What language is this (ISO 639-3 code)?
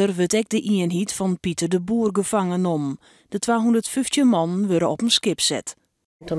fry